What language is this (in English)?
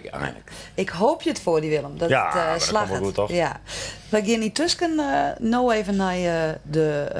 Western Frisian